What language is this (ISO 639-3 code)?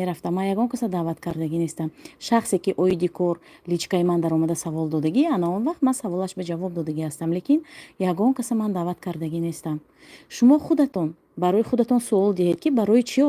tgk